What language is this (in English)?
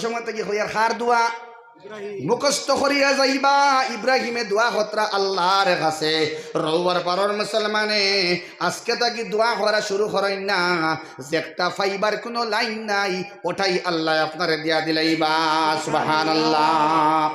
Sylheti